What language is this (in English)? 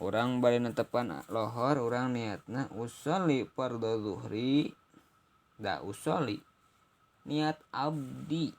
Sundanese